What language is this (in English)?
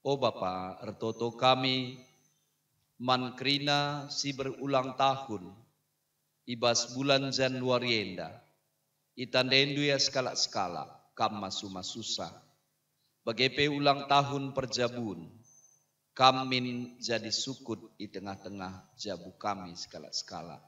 Batak Karo